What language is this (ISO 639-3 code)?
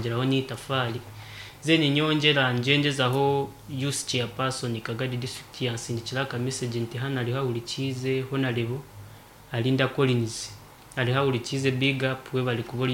nyn